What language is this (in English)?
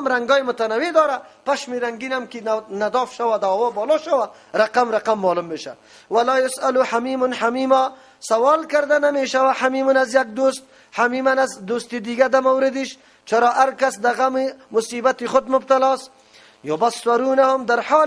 Persian